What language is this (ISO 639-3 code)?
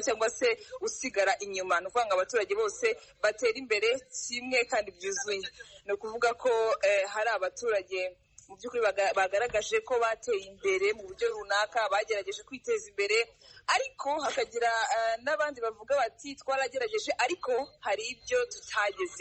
kin